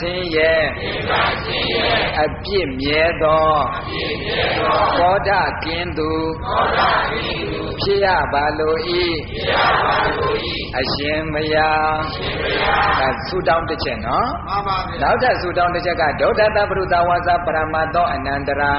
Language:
Burmese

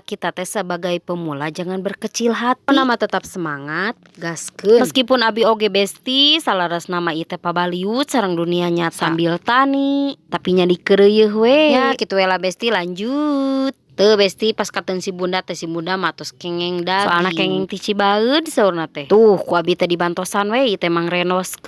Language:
Sundanese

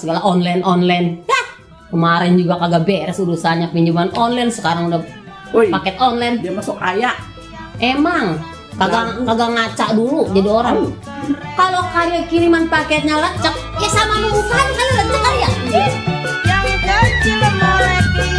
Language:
Betawi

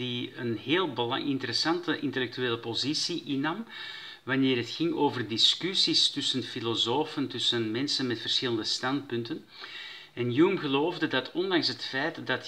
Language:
Dutch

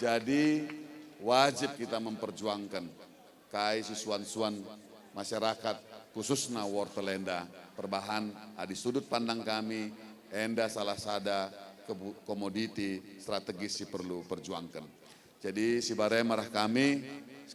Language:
Batak Karo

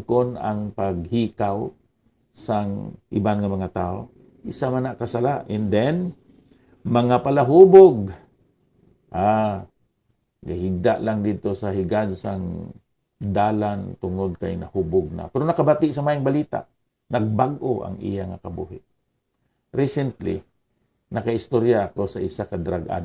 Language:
Hiligaynon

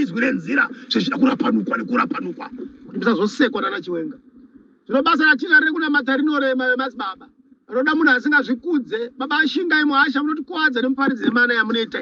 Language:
Shona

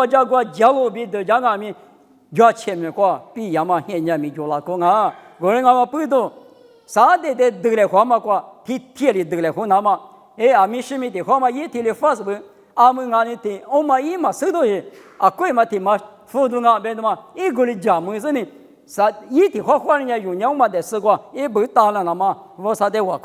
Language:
Lisu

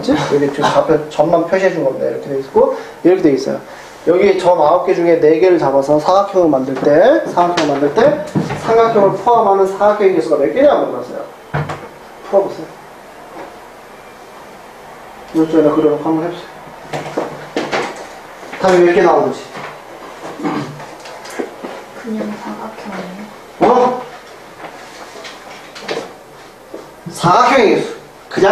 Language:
Korean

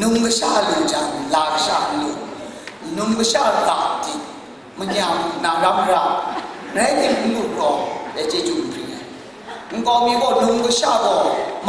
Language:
Kachin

